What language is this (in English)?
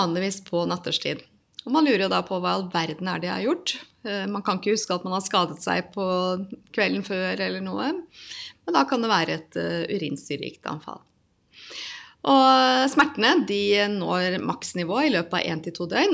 Norwegian